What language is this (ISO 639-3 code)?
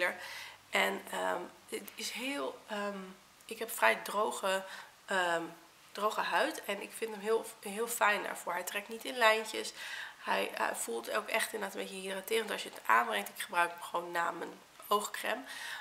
nld